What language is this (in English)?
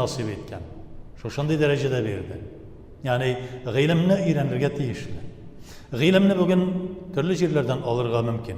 Tatar